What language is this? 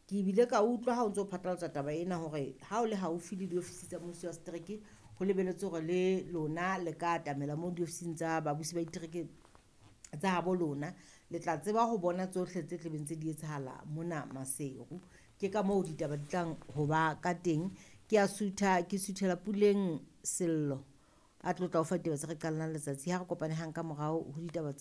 Southern Sotho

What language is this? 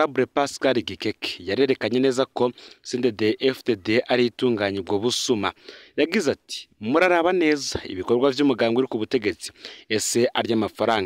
Rundi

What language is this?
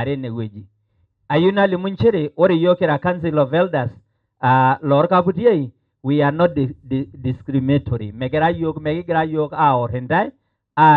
Masai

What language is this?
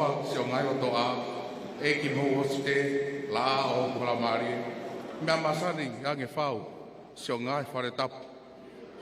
Tongan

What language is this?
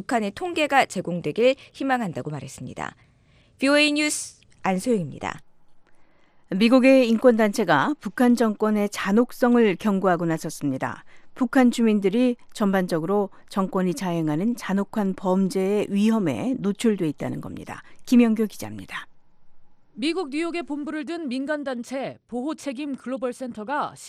Korean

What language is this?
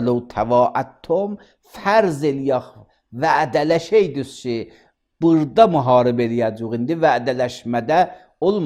Azerbaijani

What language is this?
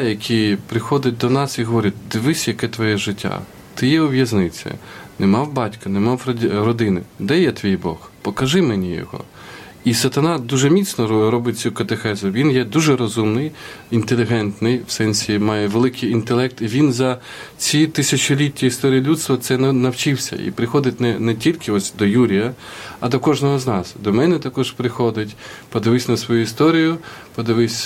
Ukrainian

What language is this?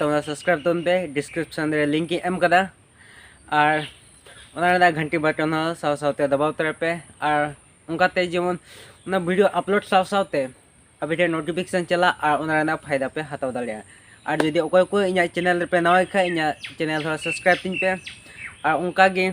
Santali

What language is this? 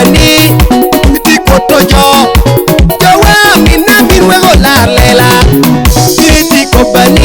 Lango (Uganda)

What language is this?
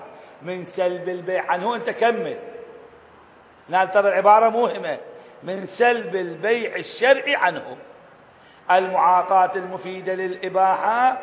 Arabic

